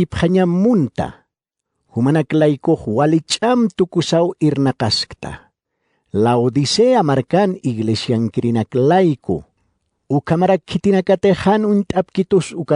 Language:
Aymara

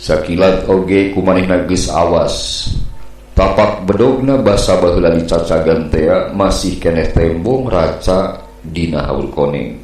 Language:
Sundanese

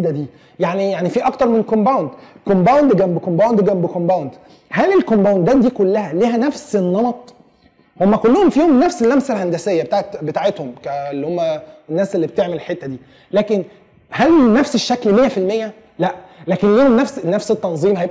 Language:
Egyptian Arabic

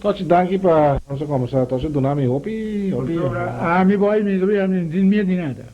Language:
Papiamento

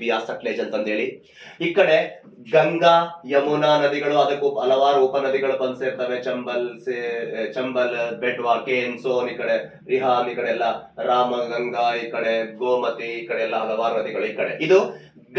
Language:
Kannada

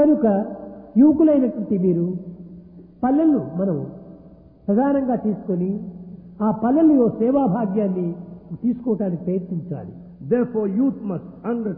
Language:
Telugu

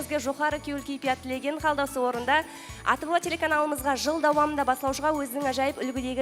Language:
Kara-Kalpak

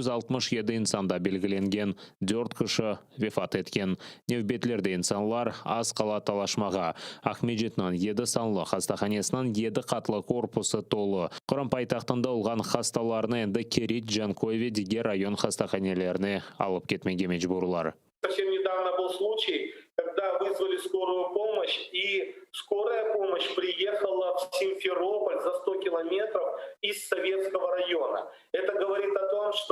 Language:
Crimean Tatar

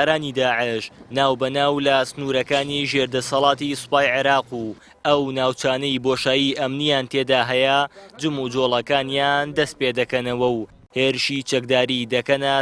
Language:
Central Kurdish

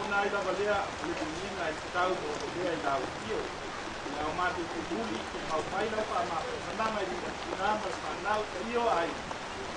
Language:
Samoan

